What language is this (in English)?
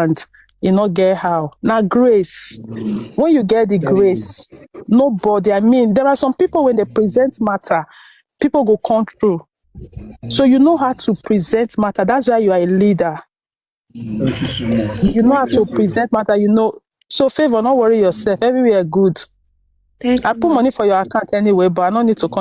Nigerian Pidgin